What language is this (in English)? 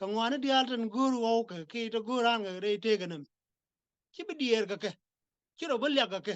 Nuer